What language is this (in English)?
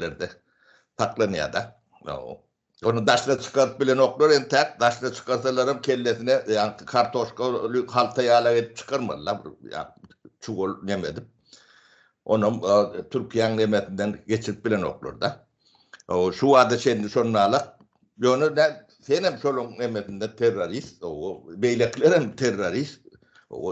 Turkmen